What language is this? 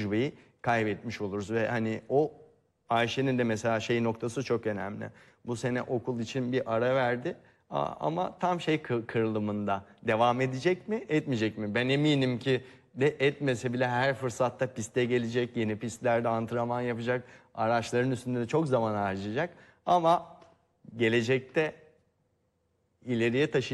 Turkish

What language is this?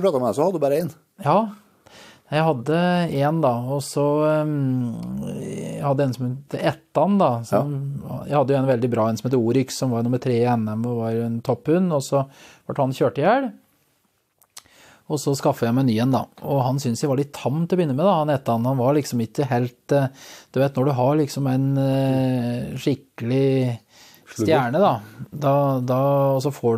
Norwegian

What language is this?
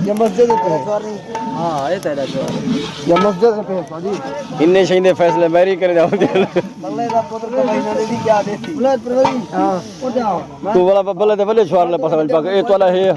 Saraiki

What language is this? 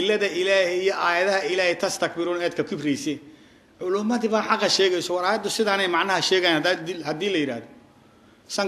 Somali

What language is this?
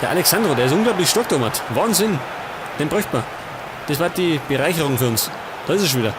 Bavarian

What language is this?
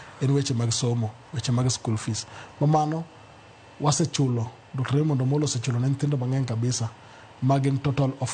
Luo (Kenya and Tanzania)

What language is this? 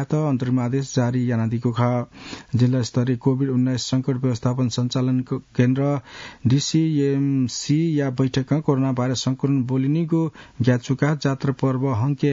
Newari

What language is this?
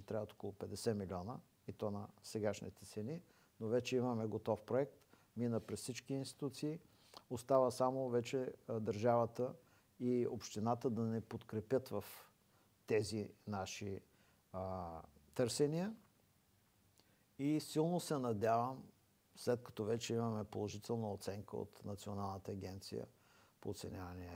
Bulgarian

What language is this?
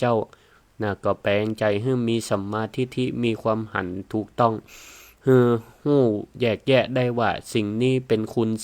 Northern Thai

